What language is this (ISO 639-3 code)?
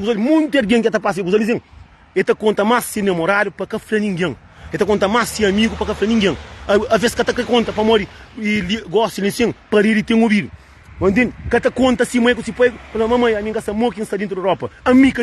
kea